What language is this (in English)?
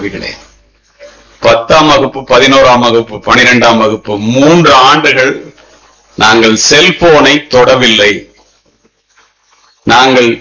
Tamil